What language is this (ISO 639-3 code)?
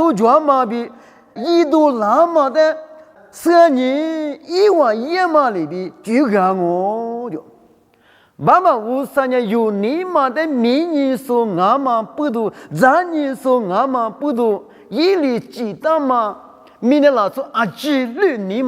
lis